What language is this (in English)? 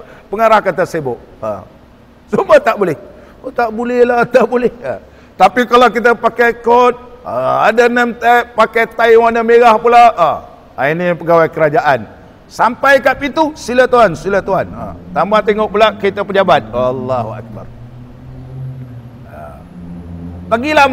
Malay